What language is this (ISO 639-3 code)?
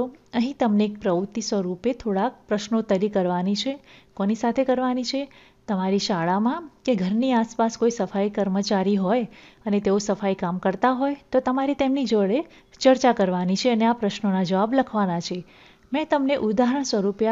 guj